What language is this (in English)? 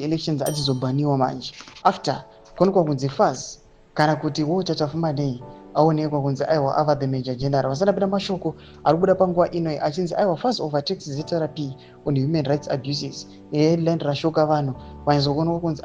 Shona